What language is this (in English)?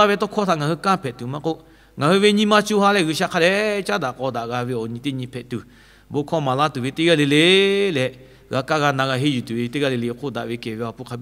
Lahu